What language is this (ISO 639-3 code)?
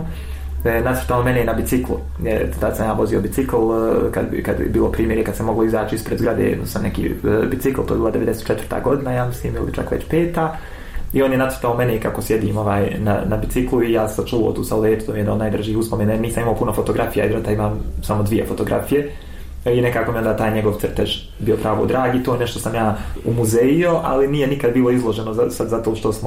bos